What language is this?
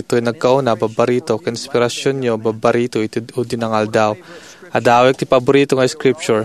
Iloko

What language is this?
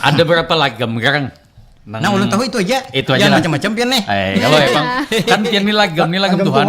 Banjar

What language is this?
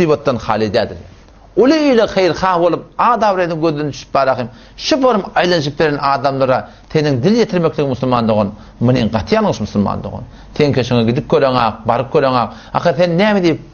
Turkmen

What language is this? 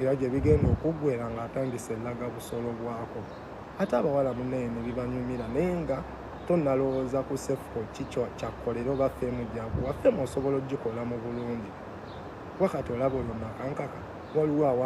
Ganda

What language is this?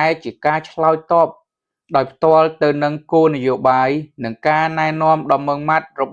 Khmer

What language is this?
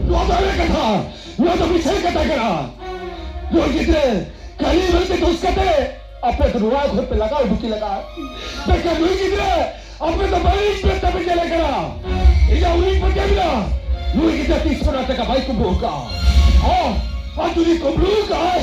Santali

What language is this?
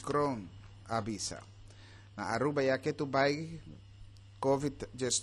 Papiamento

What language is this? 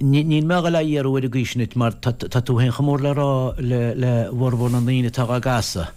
Irish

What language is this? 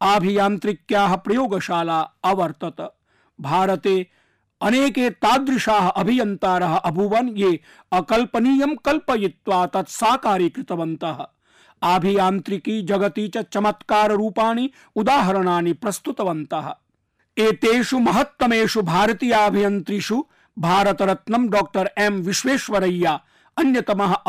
Sanskrit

